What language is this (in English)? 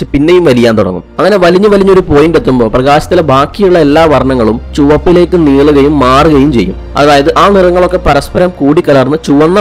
Malayalam